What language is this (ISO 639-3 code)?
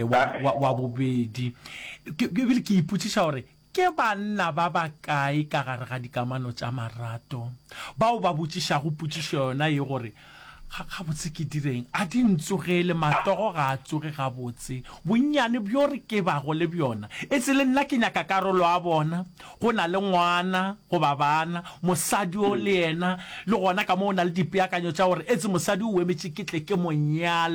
nso